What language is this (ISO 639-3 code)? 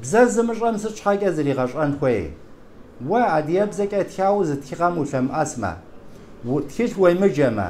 kbd